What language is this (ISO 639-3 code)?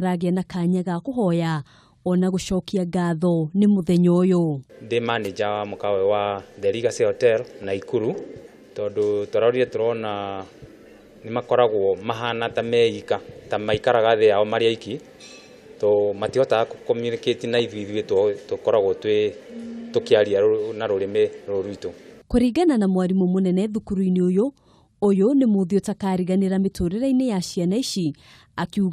kik